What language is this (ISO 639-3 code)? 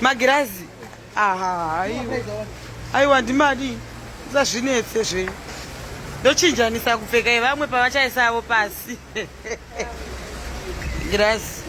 sna